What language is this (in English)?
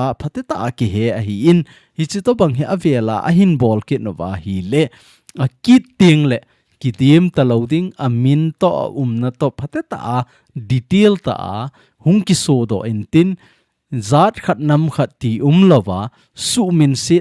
Thado Chin